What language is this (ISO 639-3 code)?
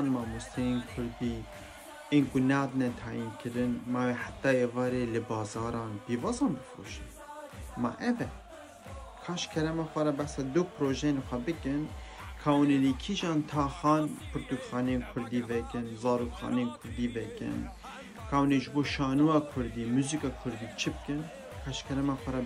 kur